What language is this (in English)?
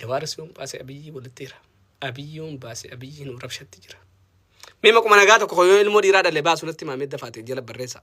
Oromo